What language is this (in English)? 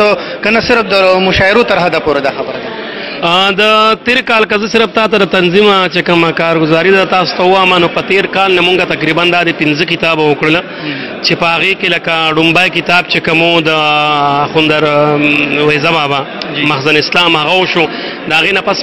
Pashto